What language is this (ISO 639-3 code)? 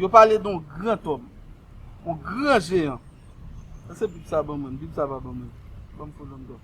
hat